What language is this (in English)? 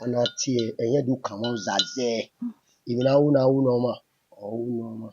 Bini